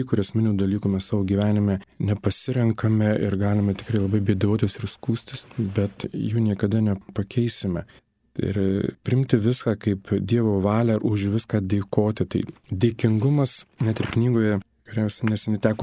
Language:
Lithuanian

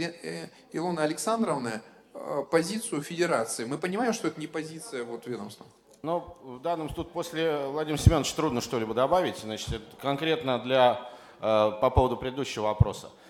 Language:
Russian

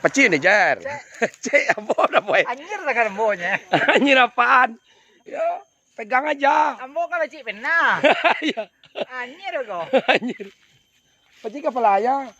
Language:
Minangkabau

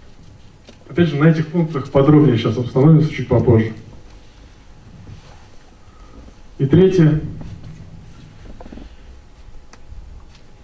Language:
Russian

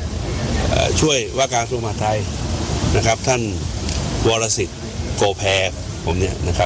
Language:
Thai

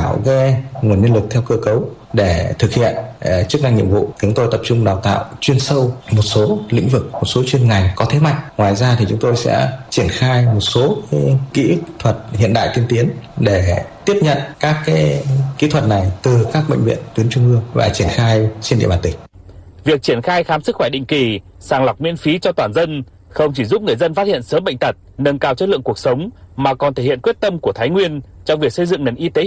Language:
Vietnamese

